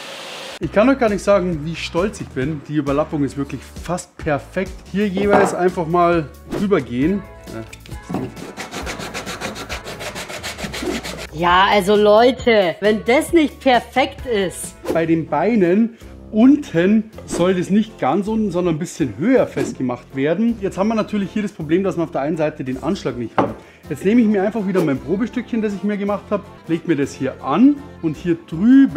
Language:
German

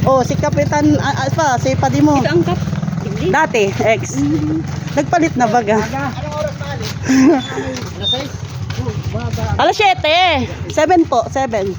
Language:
Bikol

